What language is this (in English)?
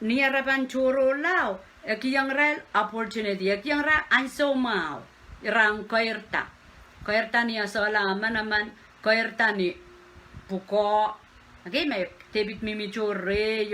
Pohnpeian